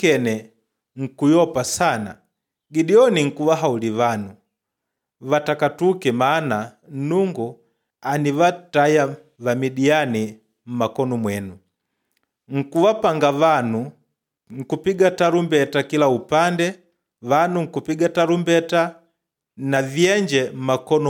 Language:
Makonde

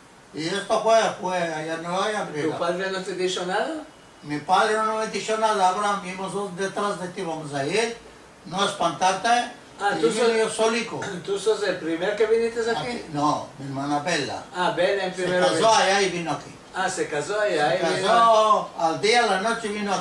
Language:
Ladino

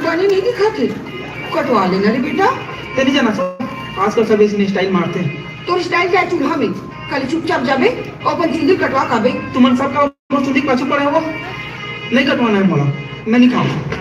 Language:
Chhattisgarhi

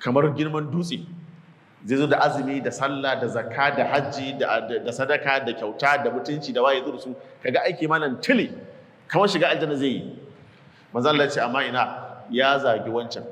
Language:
Hausa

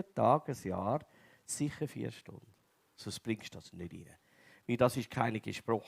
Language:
Swiss German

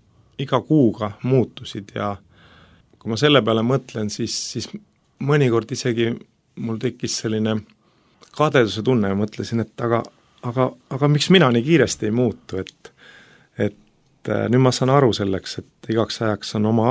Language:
Estonian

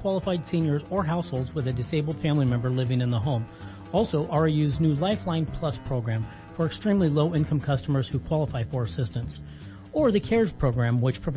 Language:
English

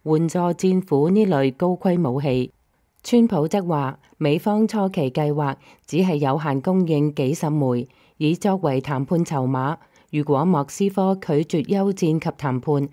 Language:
Cantonese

